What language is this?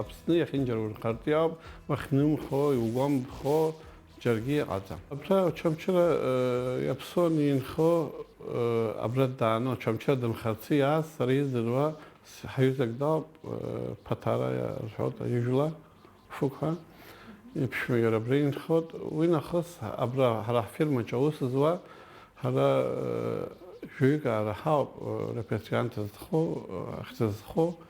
Abkhazian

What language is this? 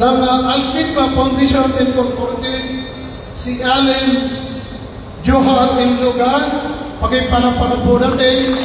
Maranao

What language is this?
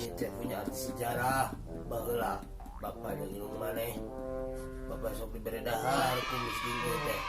Sundanese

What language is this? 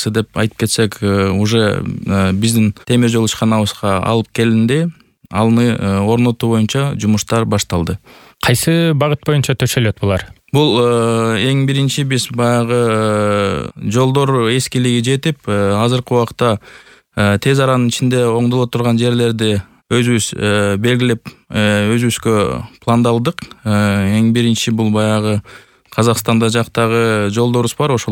Kyrgyz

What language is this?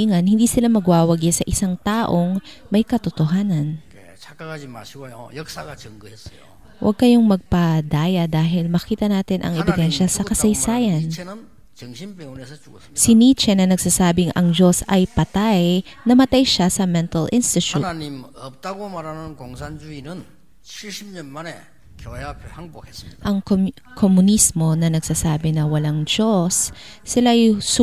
Filipino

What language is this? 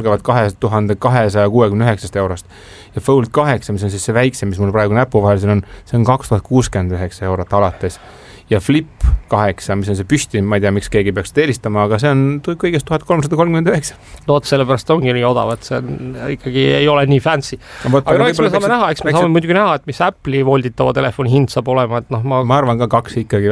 Estonian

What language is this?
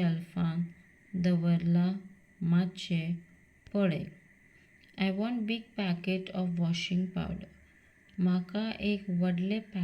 Konkani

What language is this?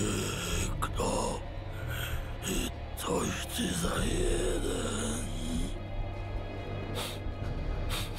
Polish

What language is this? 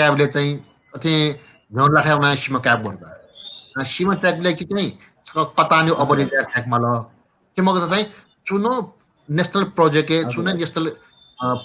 Newari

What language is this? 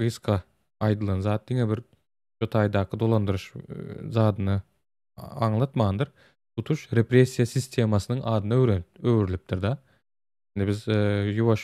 Turkmen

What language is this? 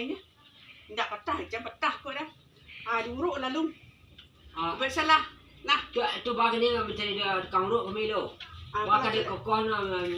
Minangkabau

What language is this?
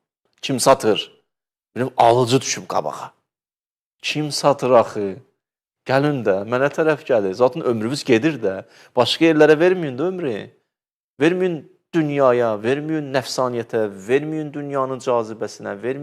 Azerbaijani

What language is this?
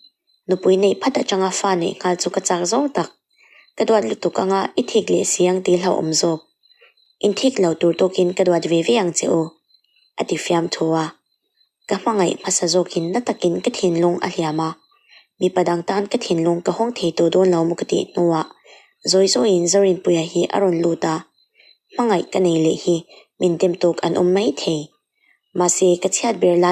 Mizo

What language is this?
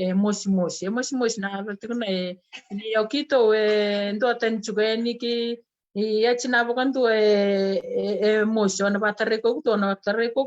Fijian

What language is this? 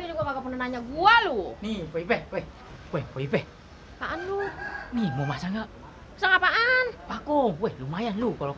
Betawi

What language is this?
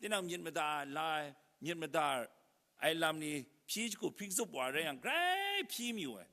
Kachin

